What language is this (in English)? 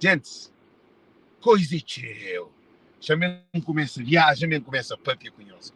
Kabuverdianu